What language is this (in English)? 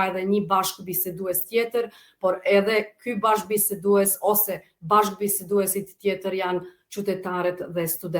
Albanian